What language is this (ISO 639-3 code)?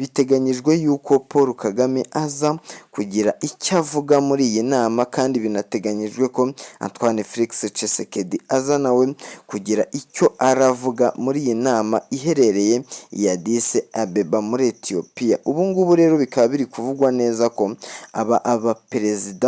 kin